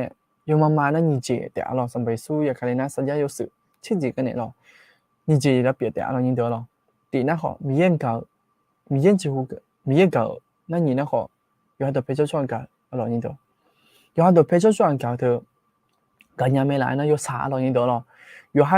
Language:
Akha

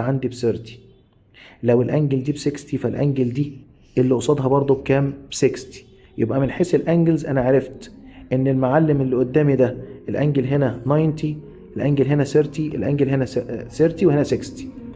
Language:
Egyptian Arabic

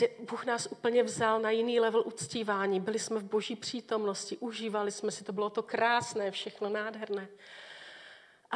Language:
Czech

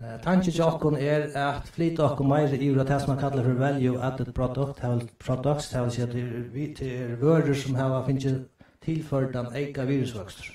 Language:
Faroese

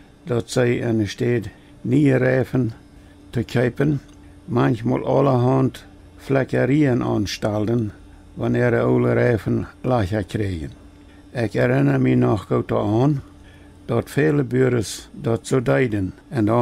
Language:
Plautdietsch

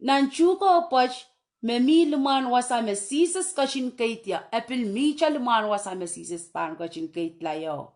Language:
Pohnpeian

